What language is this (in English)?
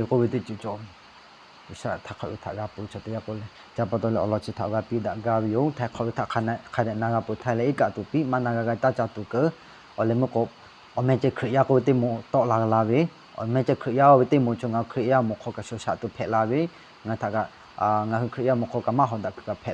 Lahu